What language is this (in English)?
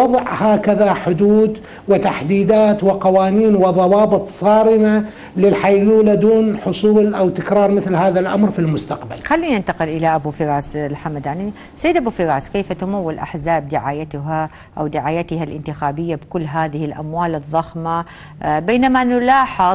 Mesopotamian Arabic